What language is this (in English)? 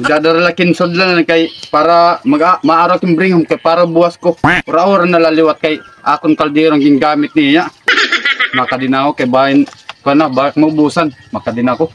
Waray